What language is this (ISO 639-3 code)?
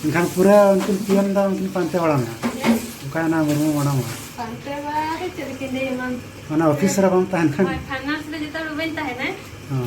sat